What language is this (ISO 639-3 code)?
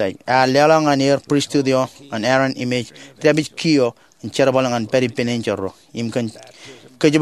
mah